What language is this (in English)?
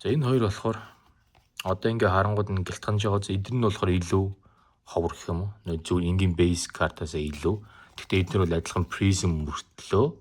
Mongolian